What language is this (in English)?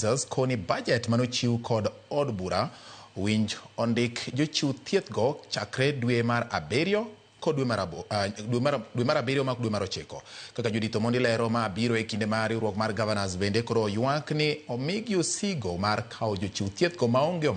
Luo (Kenya and Tanzania)